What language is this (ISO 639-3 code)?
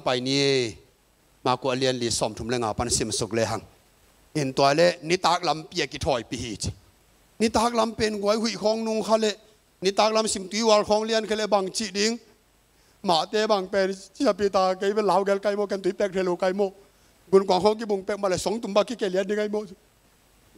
ctd